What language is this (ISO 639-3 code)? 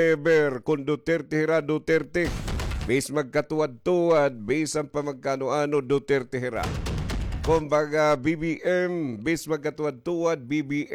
war